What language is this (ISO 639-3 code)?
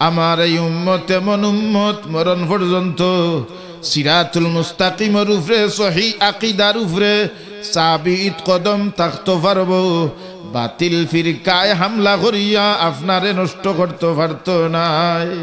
syl